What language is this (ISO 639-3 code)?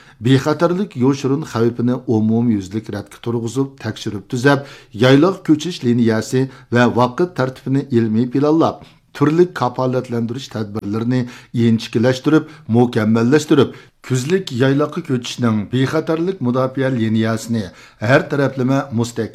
uig